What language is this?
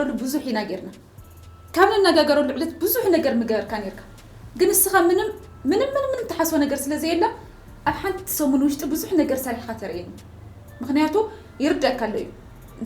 Tigrinya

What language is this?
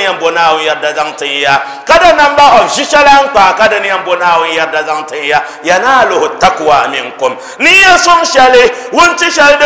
Dagbani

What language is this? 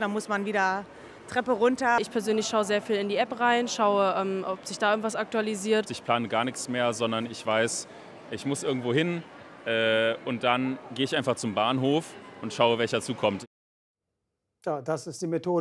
German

